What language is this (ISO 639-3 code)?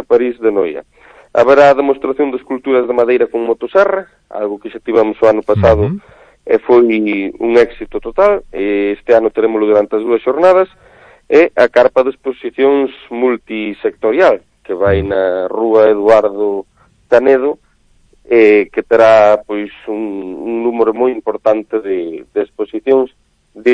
glg